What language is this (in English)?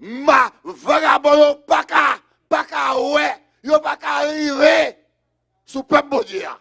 Haitian Creole